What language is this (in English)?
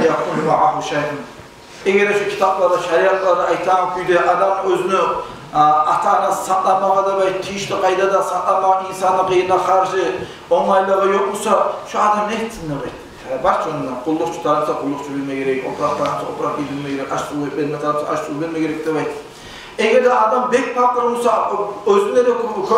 Kumyk